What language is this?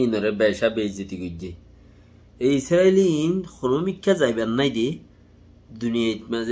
Rohingya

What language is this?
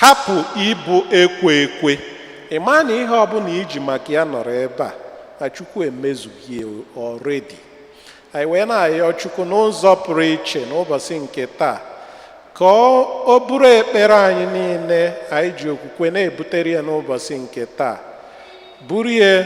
Igbo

